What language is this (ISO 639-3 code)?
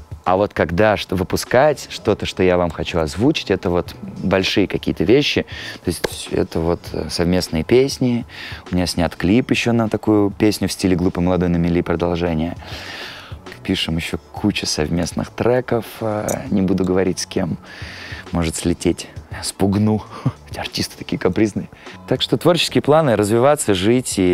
rus